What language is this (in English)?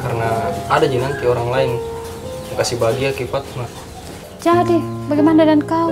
Makassar Malay